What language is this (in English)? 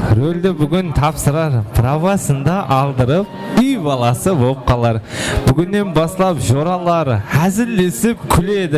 Kara-Kalpak